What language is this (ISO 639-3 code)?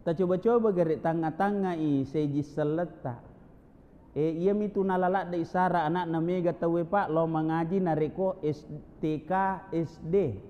bug